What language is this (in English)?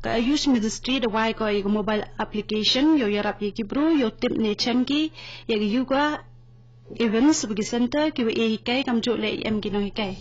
Khasi